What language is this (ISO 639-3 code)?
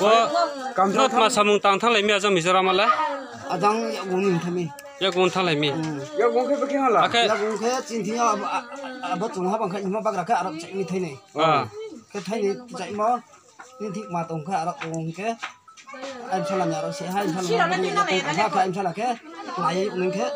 ria